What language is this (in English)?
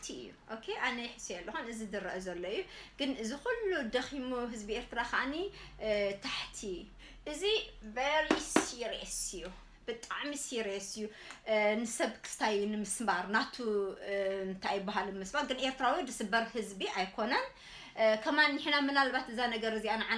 Tigrinya